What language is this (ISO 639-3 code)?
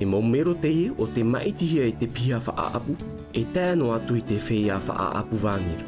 tah